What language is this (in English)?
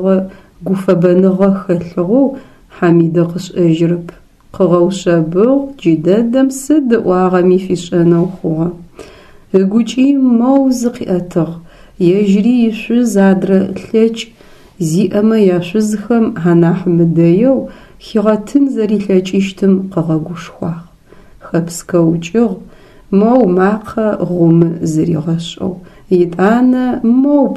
Adyghe